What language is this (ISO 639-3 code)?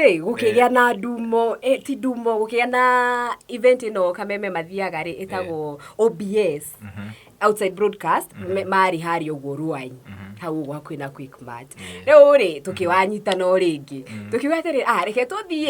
kik